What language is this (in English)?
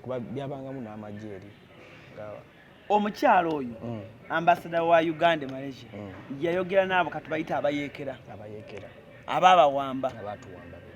Ganda